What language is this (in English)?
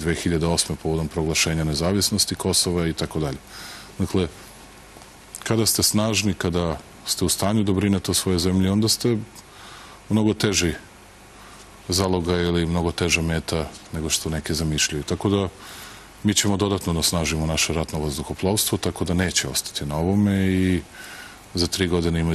Serbian